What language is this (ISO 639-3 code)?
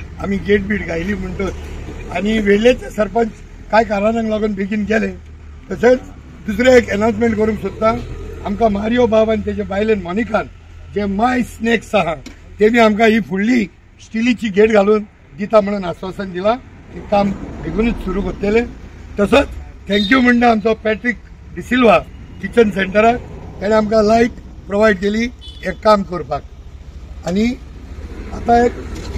kok